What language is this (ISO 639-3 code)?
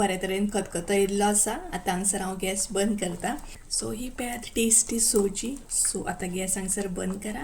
kok